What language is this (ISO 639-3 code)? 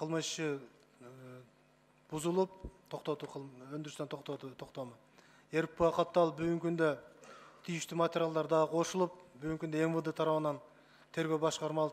kir